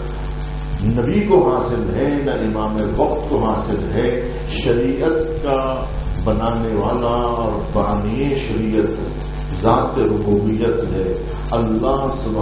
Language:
Urdu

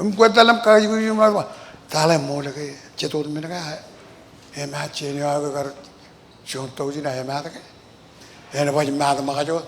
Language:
Marshallese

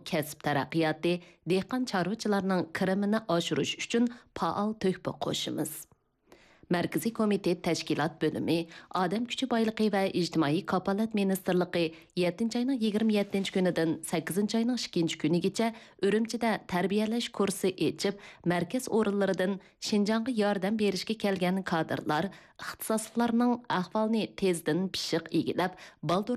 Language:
Uyghur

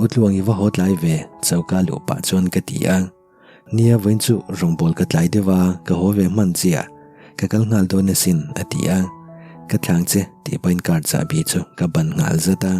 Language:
Mizo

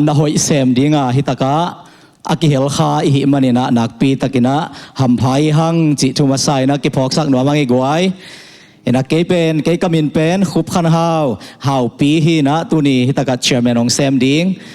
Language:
Tedim Chin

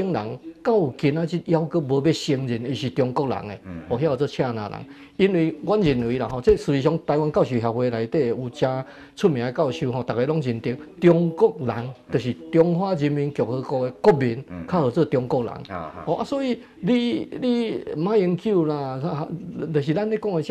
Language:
Min Nan Chinese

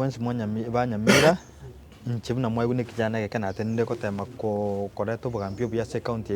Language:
Gusii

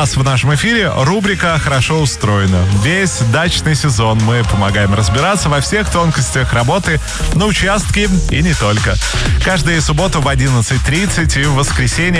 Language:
Russian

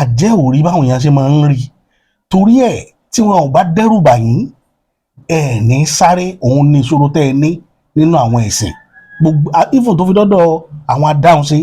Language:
Yoruba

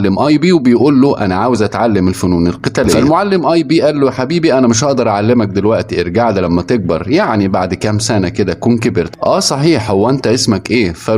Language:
Egyptian Arabic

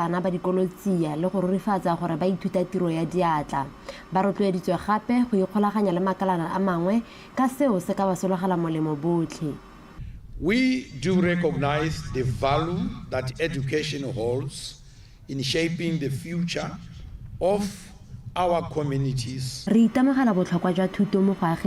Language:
Tswana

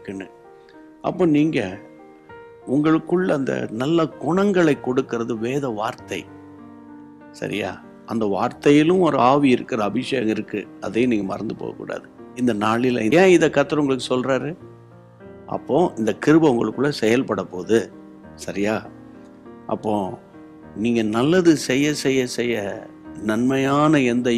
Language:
Tamil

